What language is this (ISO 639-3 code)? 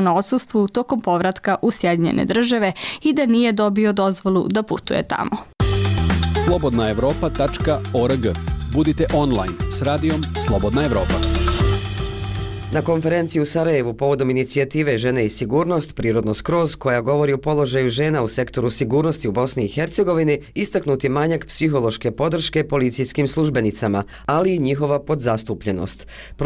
bos